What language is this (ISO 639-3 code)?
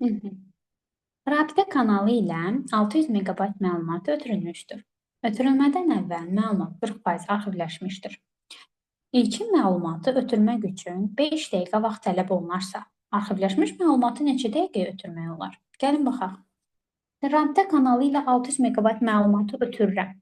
aze